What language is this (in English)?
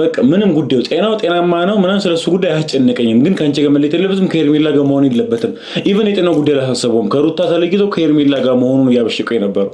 Amharic